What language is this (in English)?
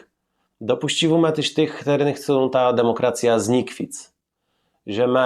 Kashubian